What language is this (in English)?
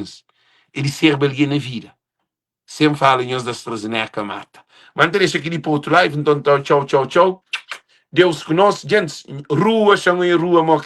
Kabuverdianu